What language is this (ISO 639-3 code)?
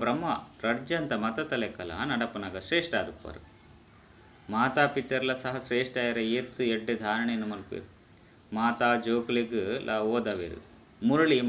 tcy